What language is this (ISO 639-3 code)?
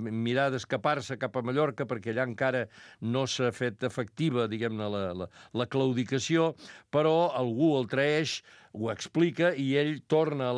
cat